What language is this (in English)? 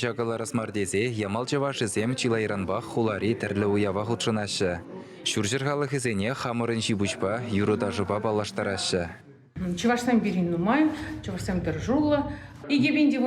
Chuvash